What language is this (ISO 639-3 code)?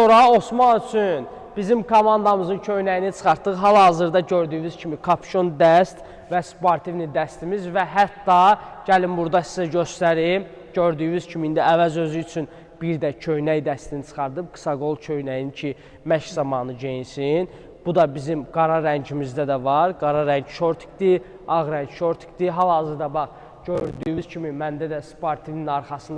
aze